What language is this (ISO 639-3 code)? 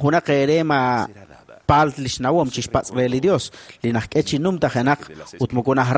kek